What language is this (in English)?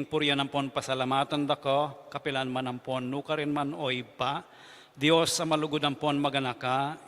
Pampanga